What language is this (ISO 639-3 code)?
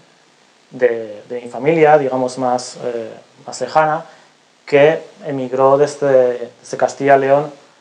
spa